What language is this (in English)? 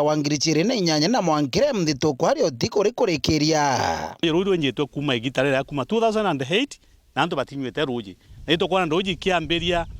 Meru